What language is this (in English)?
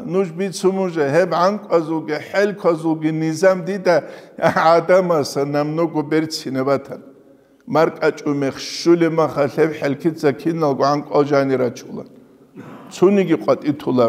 Avaric